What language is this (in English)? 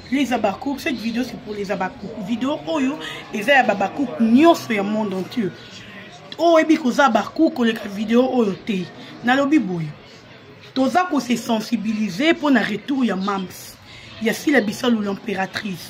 Lingala